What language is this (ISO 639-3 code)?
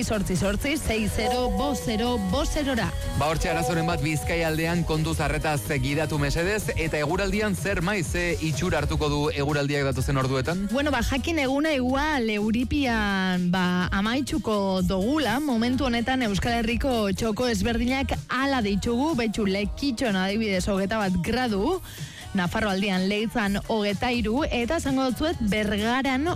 eus